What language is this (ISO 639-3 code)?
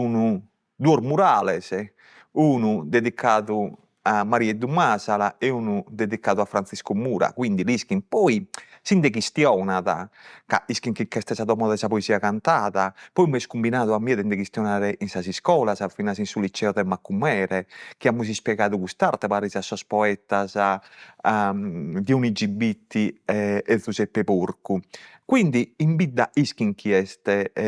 srd